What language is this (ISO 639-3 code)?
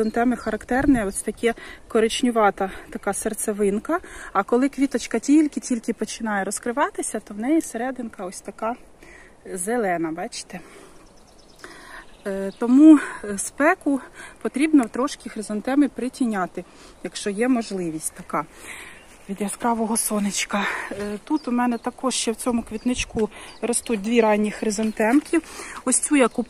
ukr